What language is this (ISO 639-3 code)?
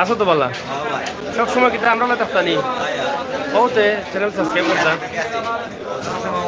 syl